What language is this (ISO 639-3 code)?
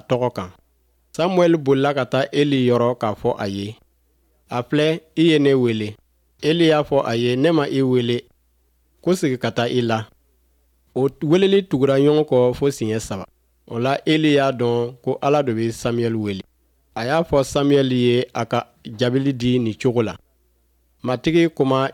bam